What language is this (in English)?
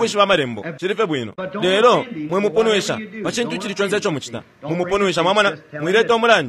Bemba